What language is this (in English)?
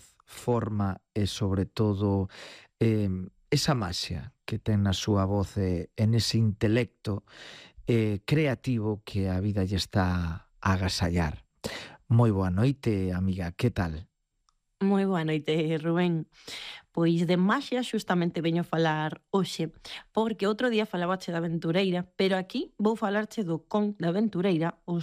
Galician